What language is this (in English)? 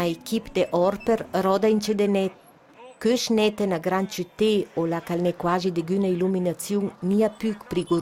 Ladin